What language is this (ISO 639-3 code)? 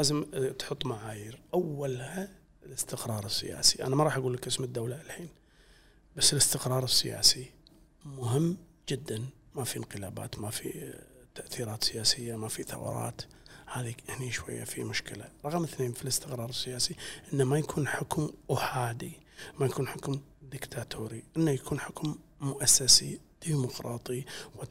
afb